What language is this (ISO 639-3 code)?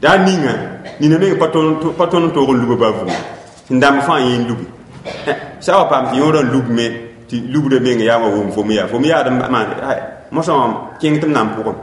mos